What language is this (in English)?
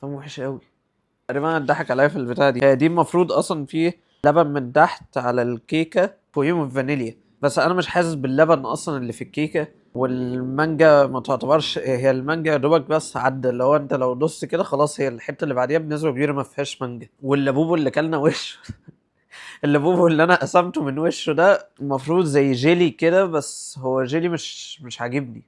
Egyptian Arabic